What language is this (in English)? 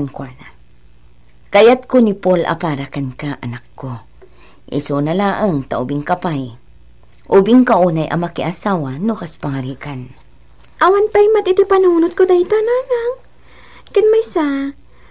Iloko